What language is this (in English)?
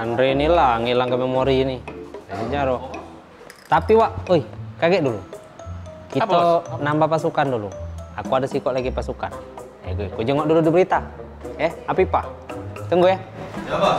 Musi